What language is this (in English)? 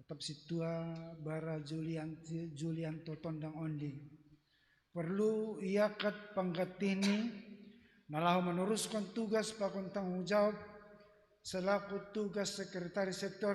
Batak Simalungun